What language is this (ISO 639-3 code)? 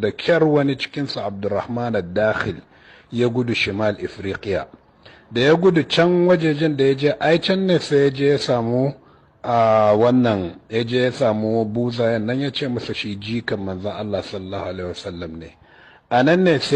hau